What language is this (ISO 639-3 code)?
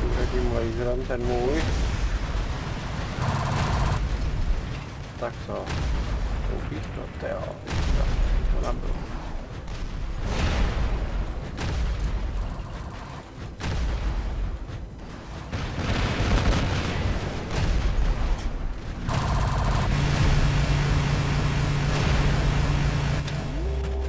ces